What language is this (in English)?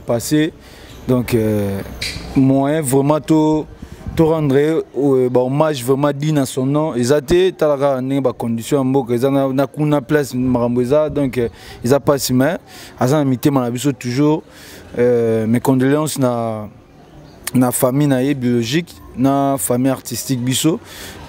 Lingala